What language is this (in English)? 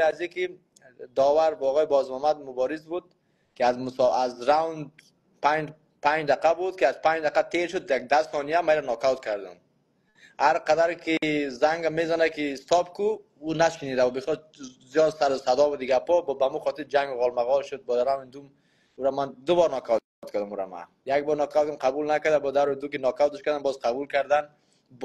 Persian